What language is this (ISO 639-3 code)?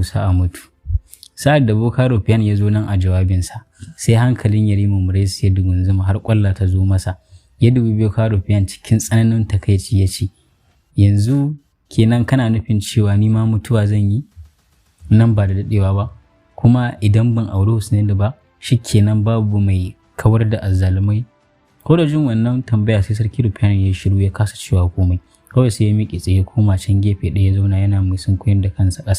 hau